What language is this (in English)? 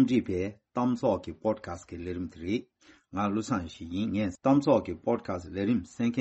Tibetan